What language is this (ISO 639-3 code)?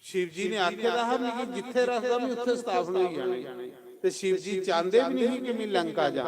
doi